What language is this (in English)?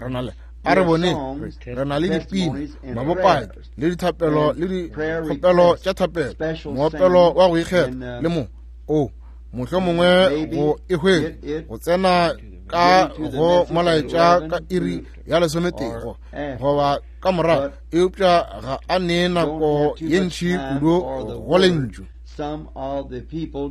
Northern Sotho